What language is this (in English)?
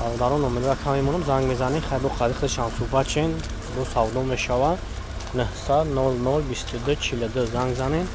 Tajik